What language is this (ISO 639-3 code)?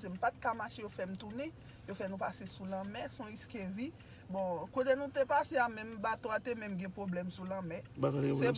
hat